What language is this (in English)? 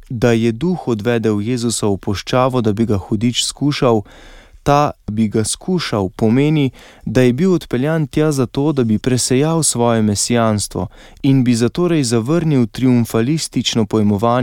Slovenian